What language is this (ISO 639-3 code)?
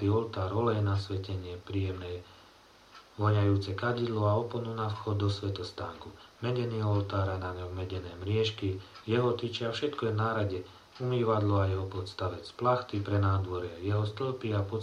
slk